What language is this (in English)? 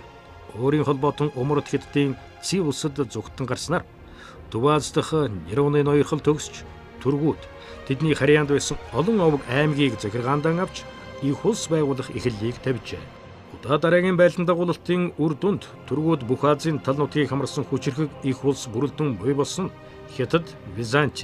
Mongolian